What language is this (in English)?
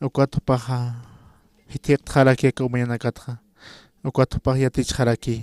Aymara